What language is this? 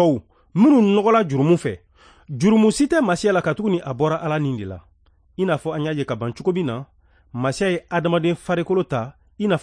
Bambara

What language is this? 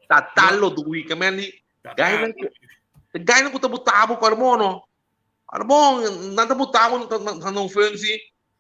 Papiamento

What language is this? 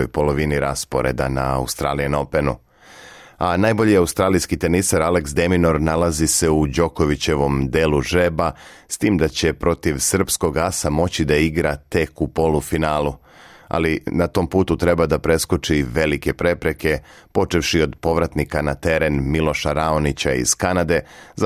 Serbian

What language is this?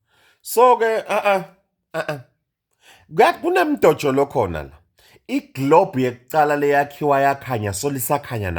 Swati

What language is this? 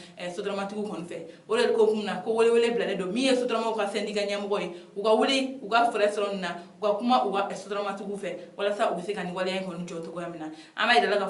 Bambara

